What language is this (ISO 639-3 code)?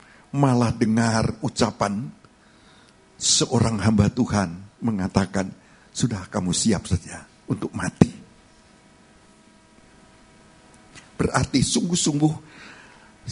ind